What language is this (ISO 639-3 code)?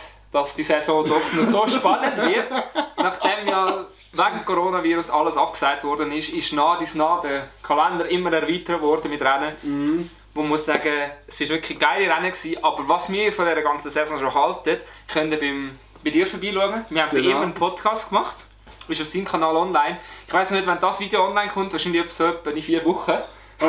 gsw